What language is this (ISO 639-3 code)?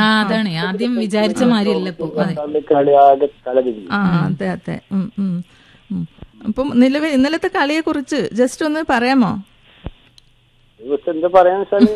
mal